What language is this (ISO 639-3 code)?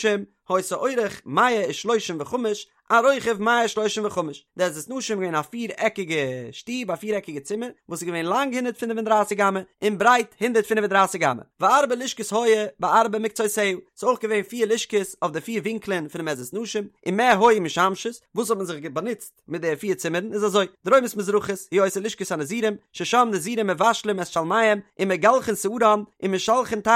yid